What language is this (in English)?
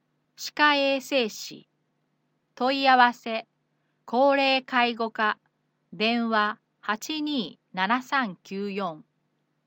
Japanese